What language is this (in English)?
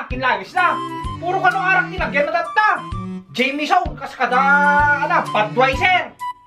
Iloko